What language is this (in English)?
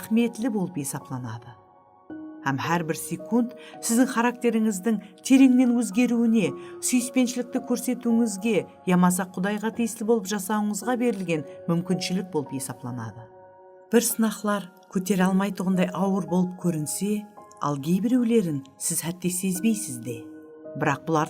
Kara-Kalpak